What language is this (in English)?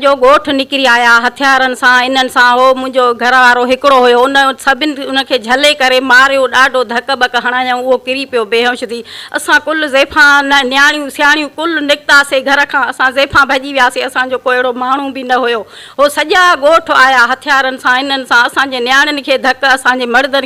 Sindhi